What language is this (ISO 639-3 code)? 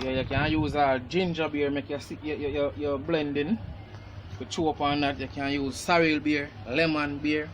jam